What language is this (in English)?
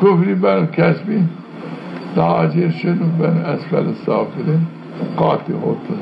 Zaza